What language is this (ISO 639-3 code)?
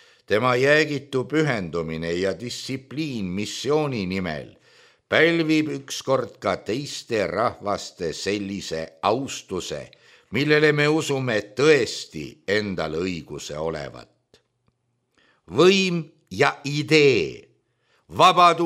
est